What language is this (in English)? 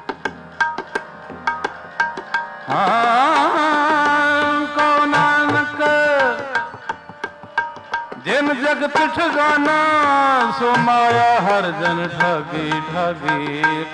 Punjabi